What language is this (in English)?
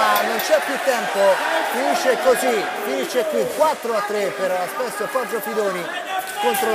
Italian